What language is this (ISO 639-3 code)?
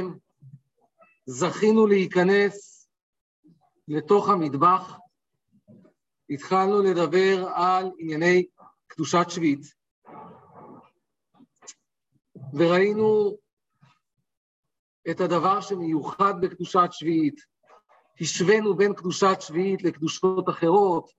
heb